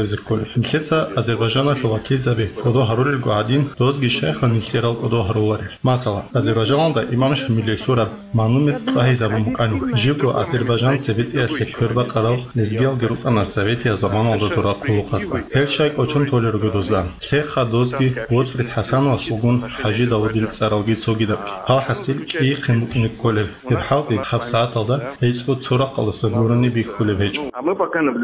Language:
Avaric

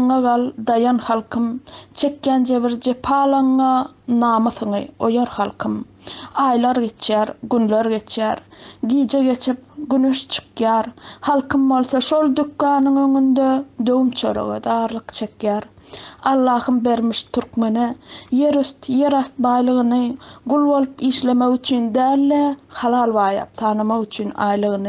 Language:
Turkmen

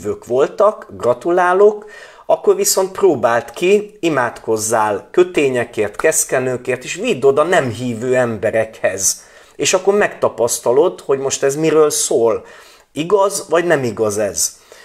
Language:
Hungarian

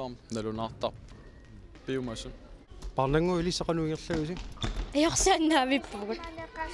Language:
Kalaallisut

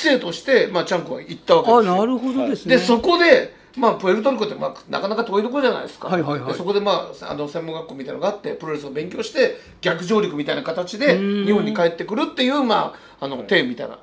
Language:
Japanese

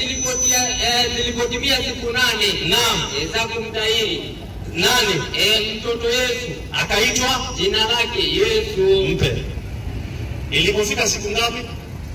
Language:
Swahili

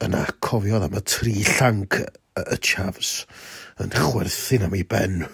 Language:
Welsh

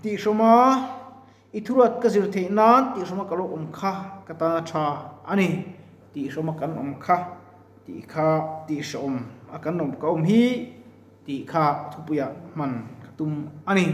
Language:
Mizo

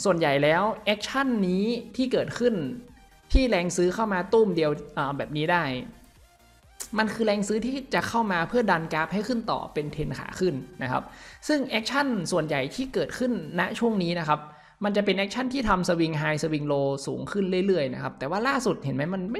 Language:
Thai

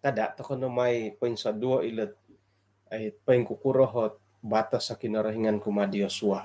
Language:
Central Dusun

